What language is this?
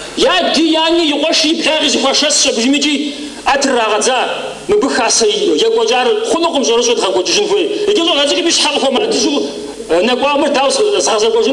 Kabardian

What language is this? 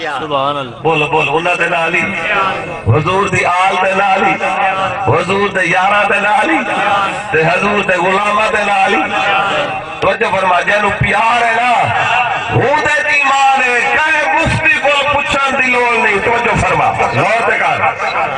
Saraiki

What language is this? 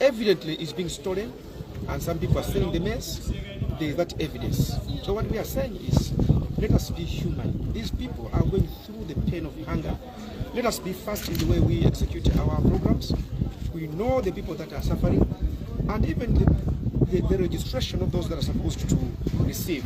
Nyanja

